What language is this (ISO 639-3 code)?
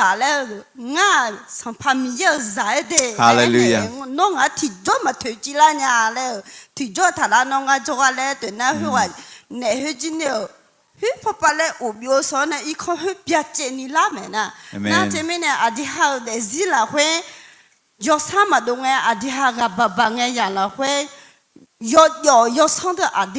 ahk